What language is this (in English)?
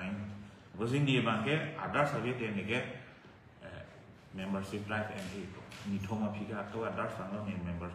Karbi